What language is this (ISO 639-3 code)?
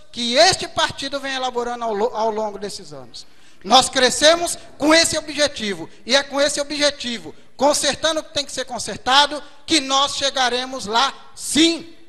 por